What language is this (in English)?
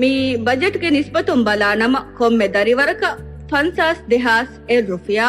Divehi